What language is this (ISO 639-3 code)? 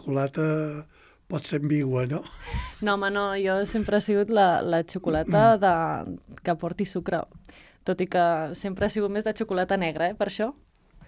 cat